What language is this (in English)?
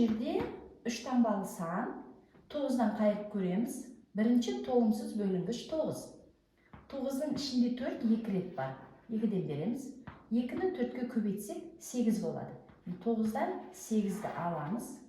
Kazakh